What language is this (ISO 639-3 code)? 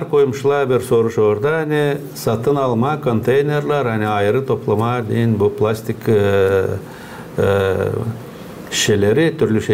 gag